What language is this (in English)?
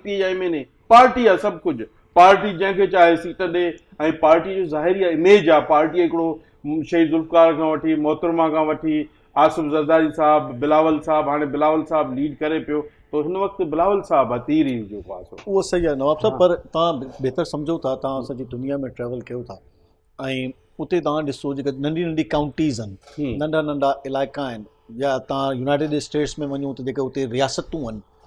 Sindhi